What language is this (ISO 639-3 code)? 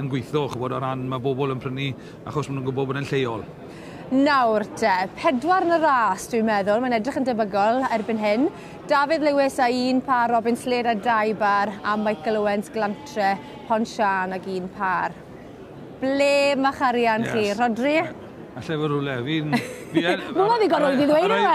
cym